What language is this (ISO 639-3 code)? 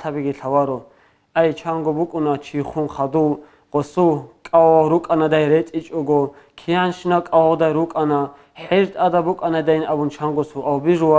ava